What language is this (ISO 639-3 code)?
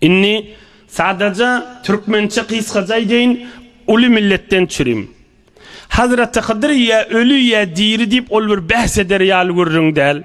tuk